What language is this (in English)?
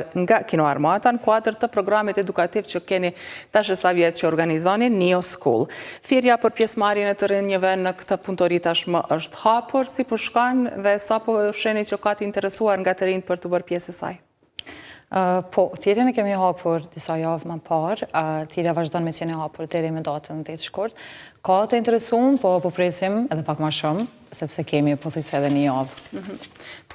Albanian